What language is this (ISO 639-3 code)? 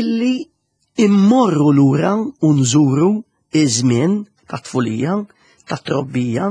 mlt